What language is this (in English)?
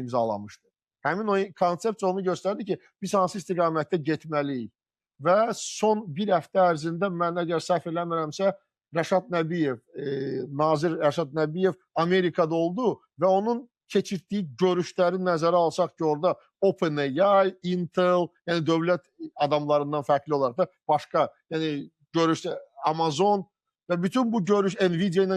Azerbaijani